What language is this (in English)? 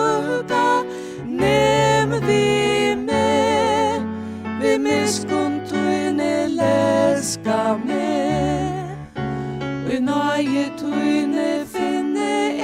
Faroese